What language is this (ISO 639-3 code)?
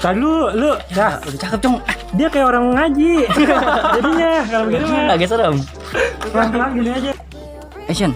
bew